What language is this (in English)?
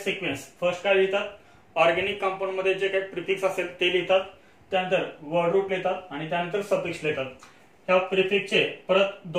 Marathi